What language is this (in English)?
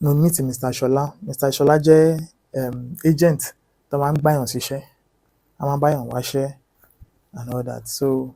Yoruba